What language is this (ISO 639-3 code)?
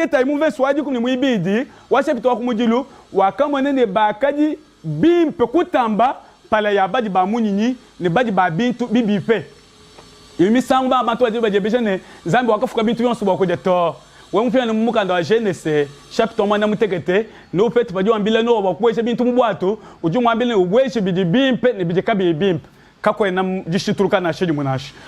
lua